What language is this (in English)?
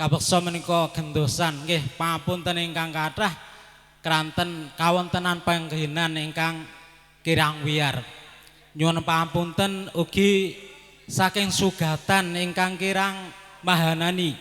Javanese